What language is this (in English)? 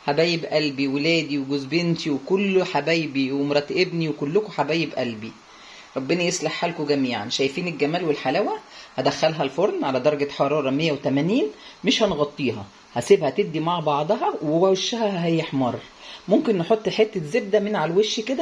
Egyptian Arabic